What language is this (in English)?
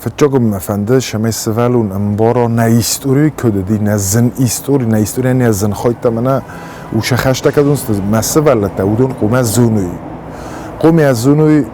Ossetic